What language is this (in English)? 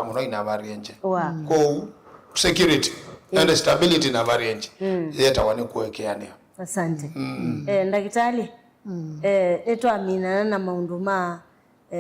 Kamba